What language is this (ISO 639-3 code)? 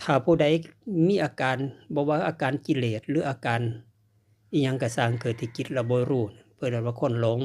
tts